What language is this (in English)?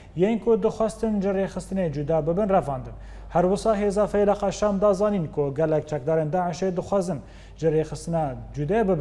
Kurdish